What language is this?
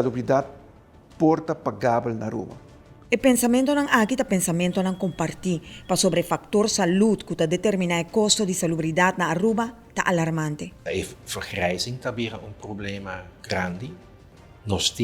Papiamento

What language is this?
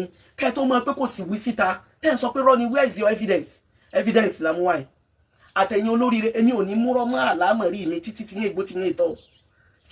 Yoruba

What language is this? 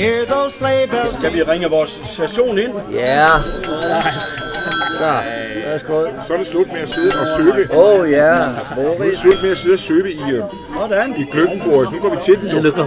Danish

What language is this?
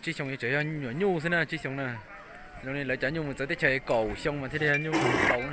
Hmong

